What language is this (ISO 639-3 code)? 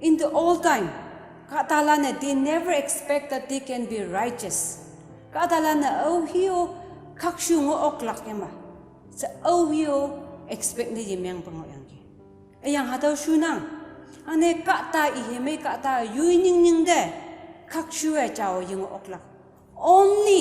nbe